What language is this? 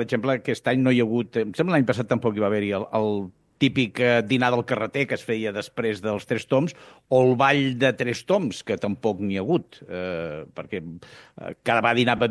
Catalan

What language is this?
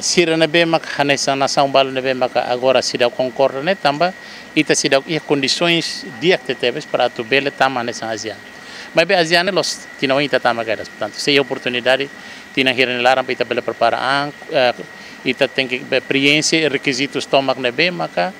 Tetum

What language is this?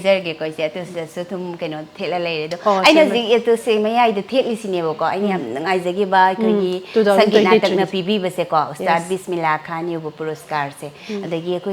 Manipuri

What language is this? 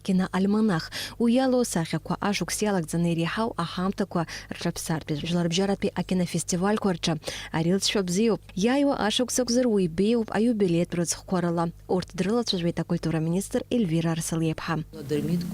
Abkhazian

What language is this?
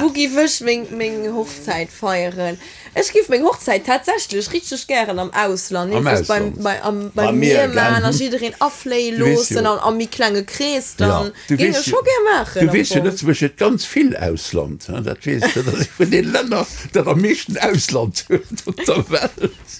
Luxembourgish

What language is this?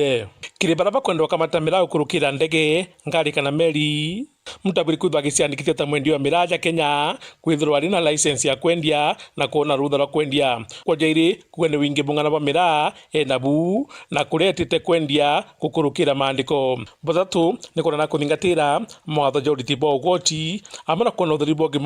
Meru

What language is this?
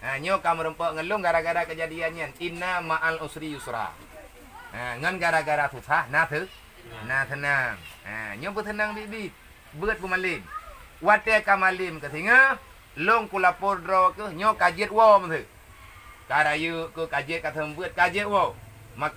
Achinese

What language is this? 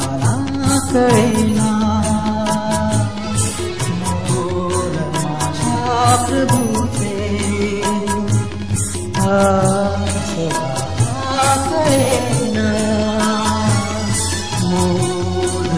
Marathi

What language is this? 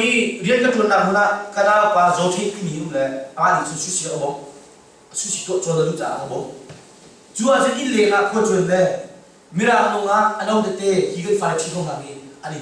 Hakha Chin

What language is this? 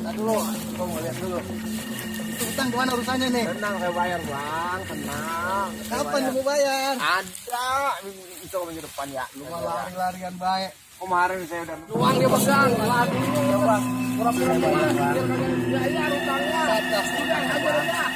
Betawi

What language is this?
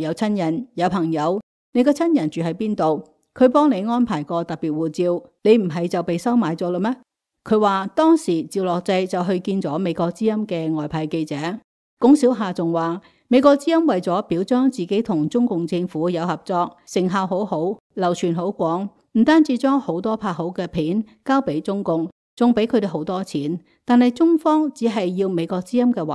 Cantonese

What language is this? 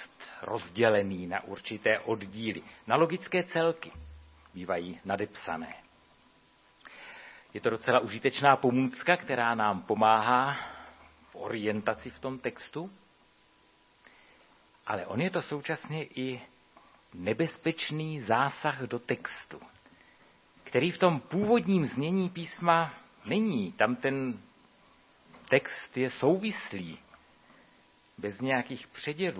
Czech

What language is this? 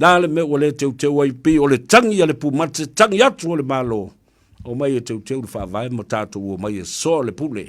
Samoan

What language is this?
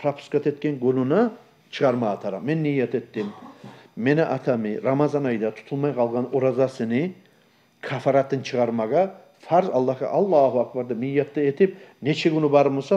Kumyk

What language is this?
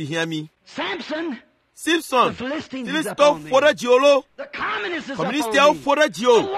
Ewe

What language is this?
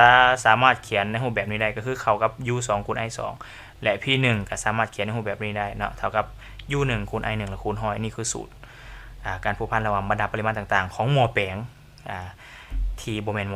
Lao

